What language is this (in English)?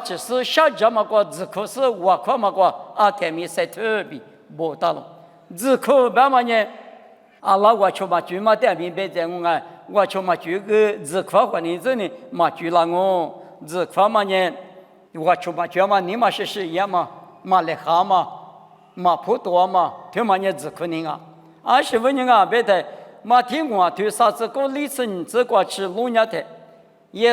Lisu